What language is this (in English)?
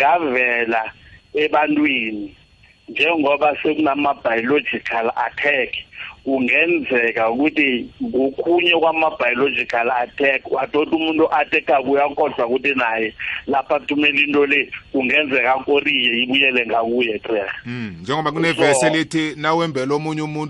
South Ndebele